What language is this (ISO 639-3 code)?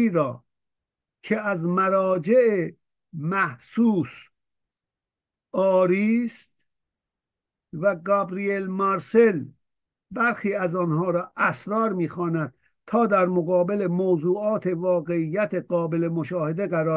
fas